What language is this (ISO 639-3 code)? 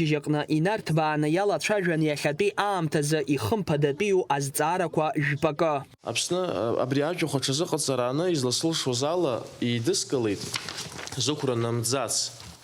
abk